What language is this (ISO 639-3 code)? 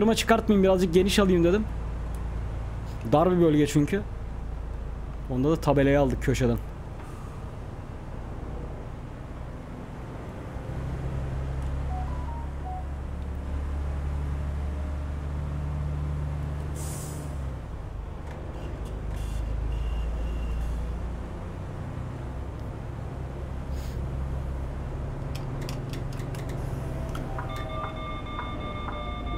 tur